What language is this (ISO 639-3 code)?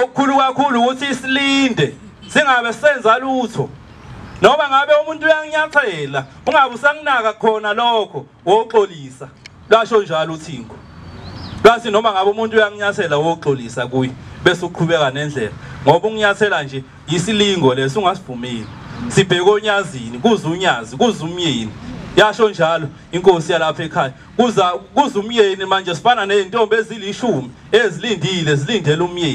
zul